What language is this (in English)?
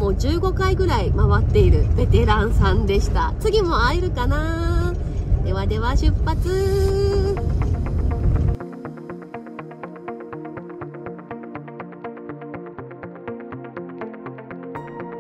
Japanese